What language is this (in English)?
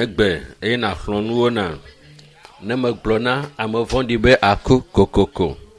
Ewe